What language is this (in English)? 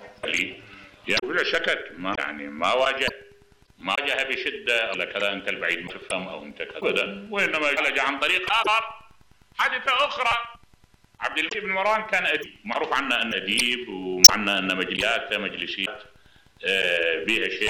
Mesopotamian Arabic